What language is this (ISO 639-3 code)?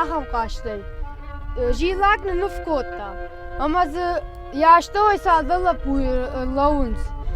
oss